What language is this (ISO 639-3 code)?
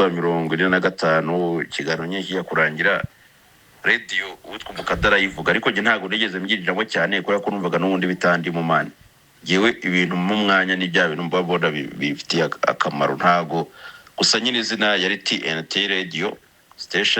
kin